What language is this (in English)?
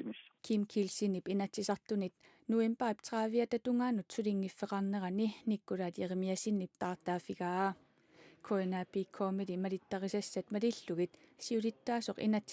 Kalaallisut